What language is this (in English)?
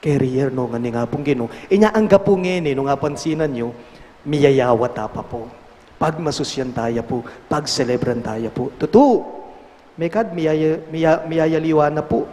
Pampanga